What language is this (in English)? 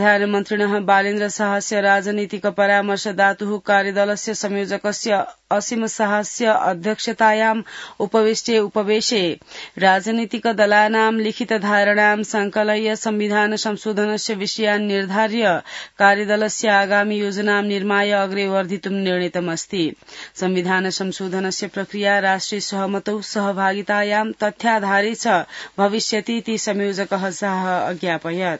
Sanskrit